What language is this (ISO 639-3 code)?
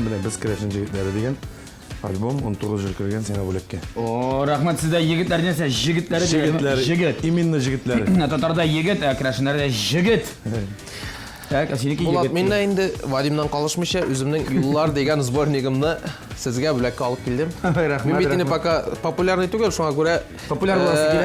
tat